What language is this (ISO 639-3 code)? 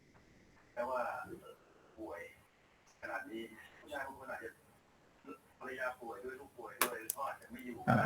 lao